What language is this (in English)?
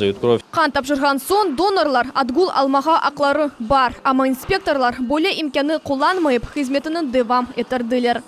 Crimean Tatar